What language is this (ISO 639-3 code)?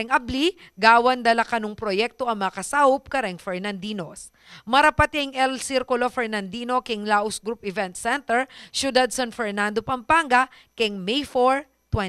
pam